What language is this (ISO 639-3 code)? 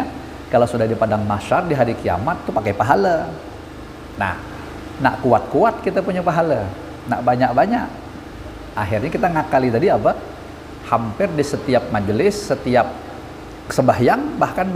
bjn